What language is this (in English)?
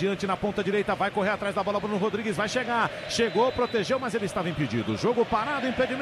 Portuguese